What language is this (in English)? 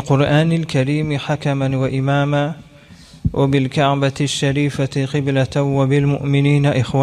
Turkmen